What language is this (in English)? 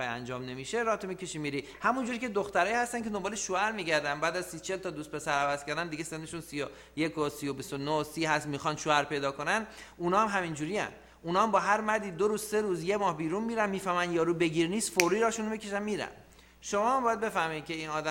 Persian